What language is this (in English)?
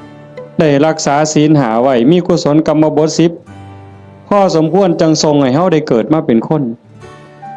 Northeastern Thai